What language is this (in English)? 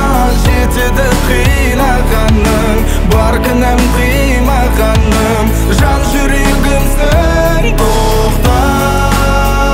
Kazakh